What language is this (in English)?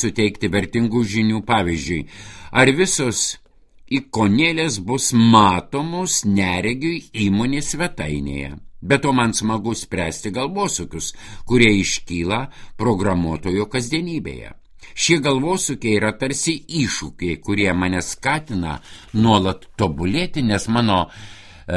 Lithuanian